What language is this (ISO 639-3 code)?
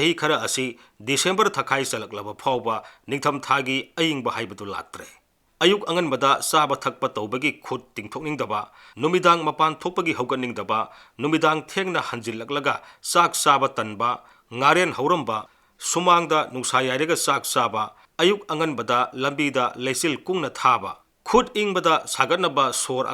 mni